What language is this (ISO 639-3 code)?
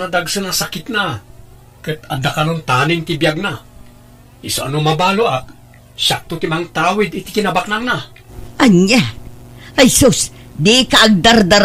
ilo